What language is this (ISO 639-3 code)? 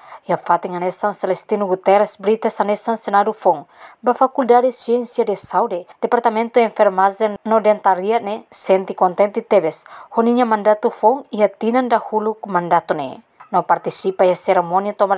tet